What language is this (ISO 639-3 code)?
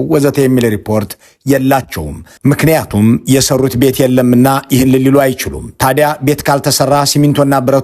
amh